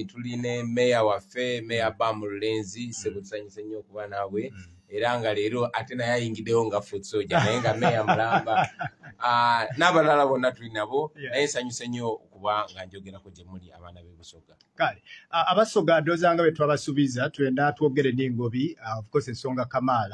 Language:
Ganda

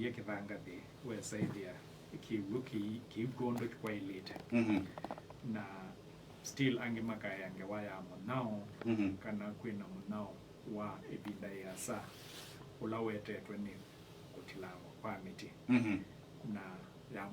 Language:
Kamba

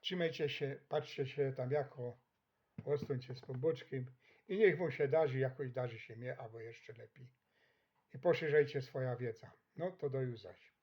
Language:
Silesian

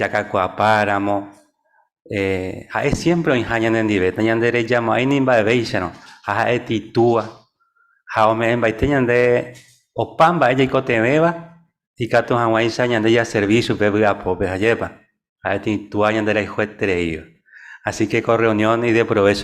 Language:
Guarani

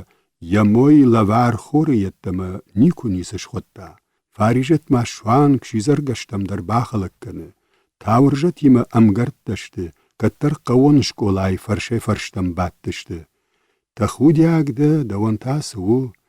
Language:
Ossetic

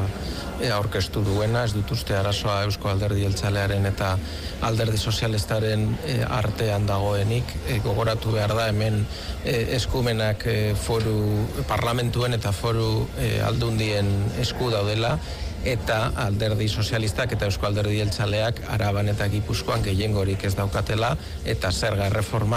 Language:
Basque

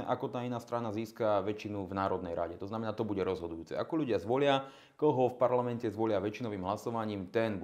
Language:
Slovak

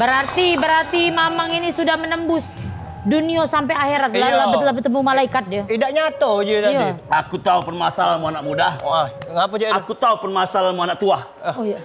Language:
Musi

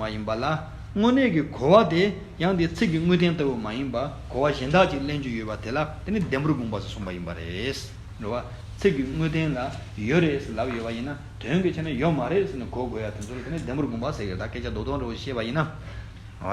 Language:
Tibetan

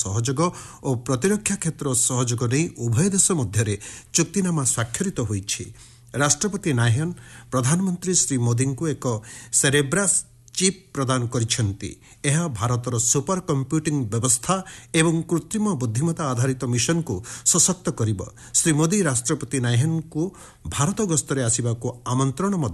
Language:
Odia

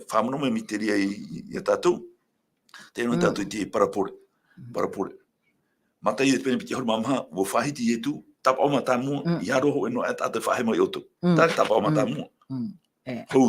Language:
Tahitian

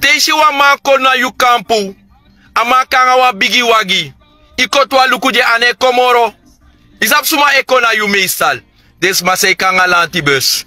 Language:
Sranan Tongo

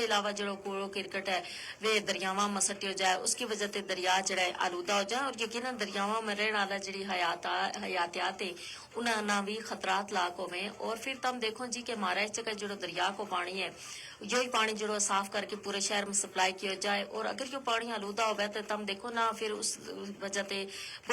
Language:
Gujari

